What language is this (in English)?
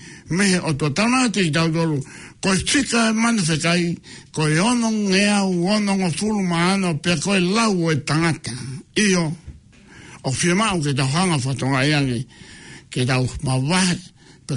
Tongan